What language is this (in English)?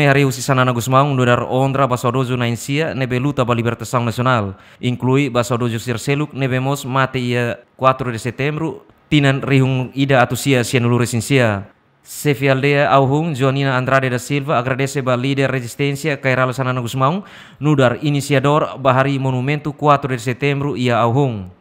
Tetum